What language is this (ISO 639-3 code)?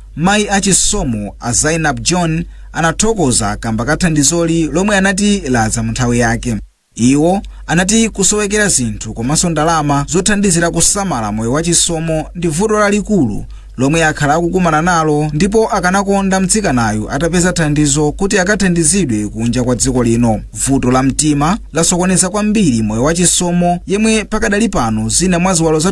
nya